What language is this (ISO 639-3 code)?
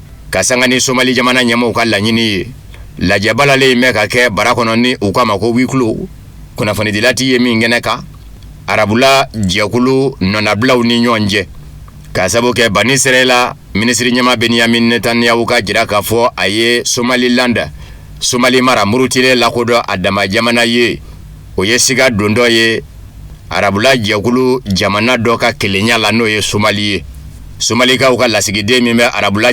bam